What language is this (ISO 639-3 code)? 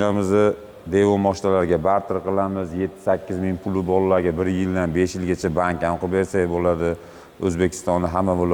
uzb